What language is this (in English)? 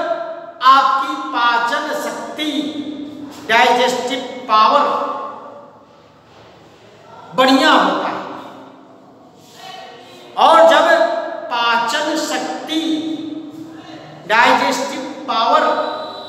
Hindi